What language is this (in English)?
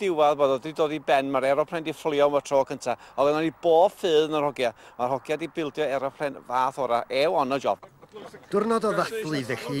Welsh